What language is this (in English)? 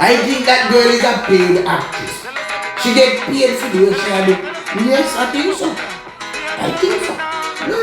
Jamaican Creole English